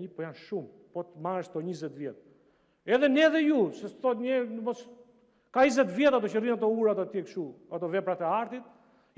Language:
Albanian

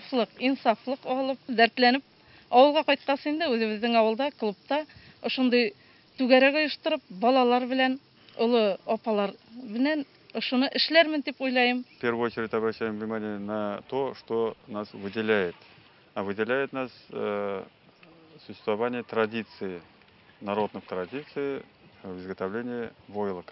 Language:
Bashkir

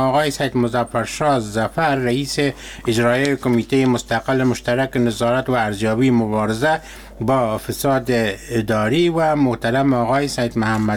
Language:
Persian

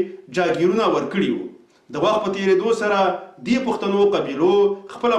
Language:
Pashto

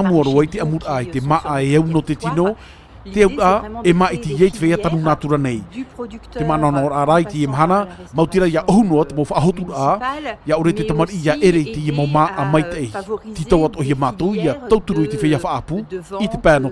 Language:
Tahitian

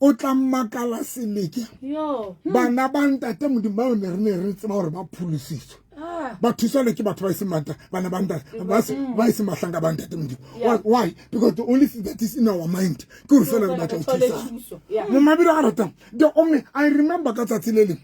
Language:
Southern Sotho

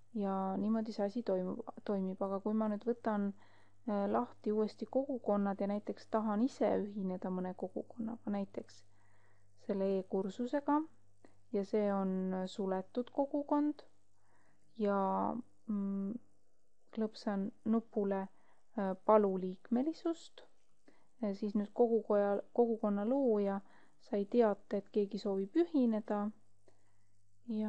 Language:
Estonian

